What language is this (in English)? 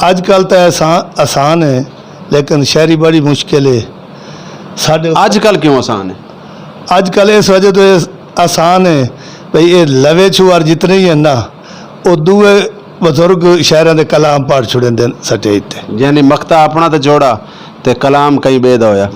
Saraiki